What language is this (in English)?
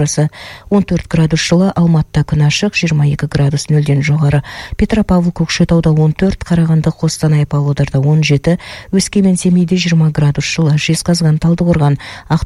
Kazakh